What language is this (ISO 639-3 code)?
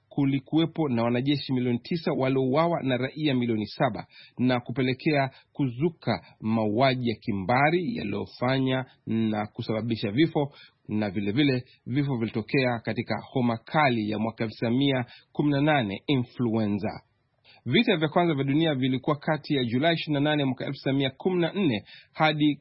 swa